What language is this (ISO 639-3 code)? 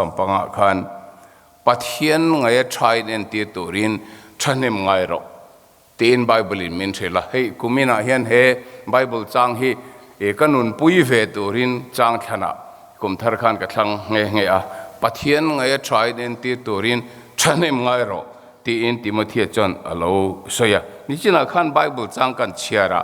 lus